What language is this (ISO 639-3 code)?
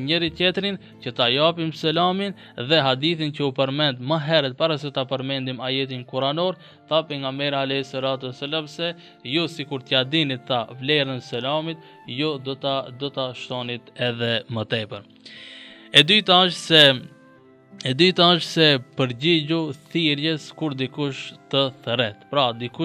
sqi